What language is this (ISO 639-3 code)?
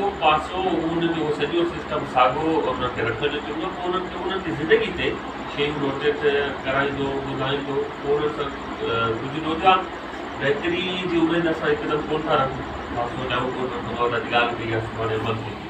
snd